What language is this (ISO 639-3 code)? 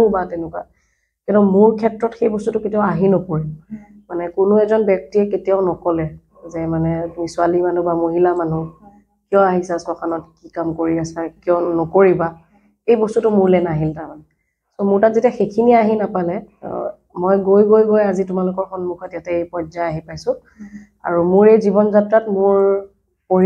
asm